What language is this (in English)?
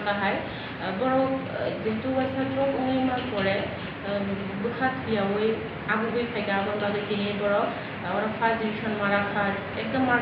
Kok Borok